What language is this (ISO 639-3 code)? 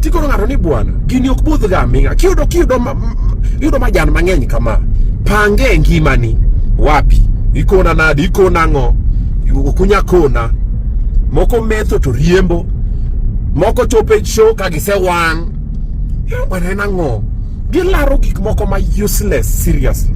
luo